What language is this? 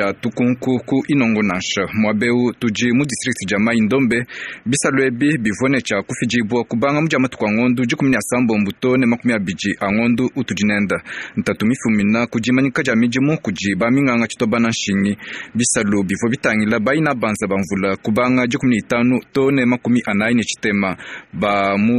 Luba-Lulua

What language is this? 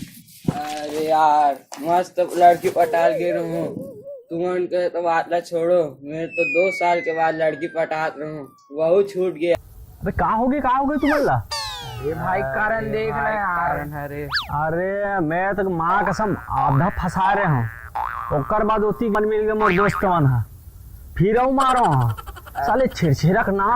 Chhattisgarhi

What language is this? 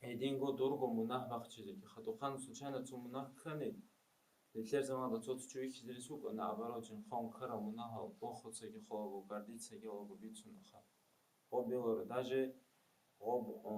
Avaric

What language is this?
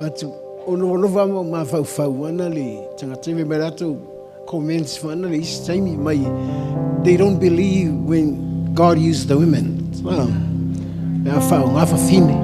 Samoan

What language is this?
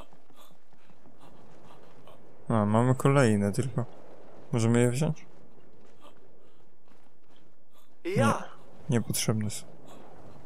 Polish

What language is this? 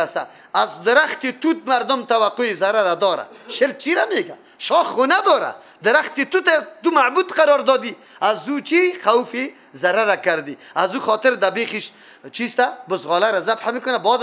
Persian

